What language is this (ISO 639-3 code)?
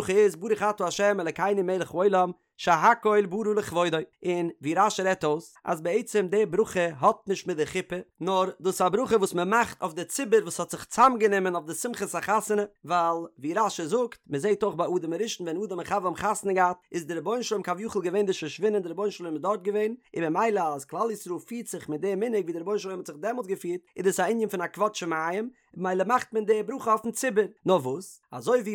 yid